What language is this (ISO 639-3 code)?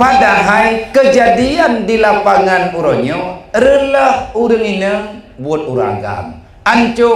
ace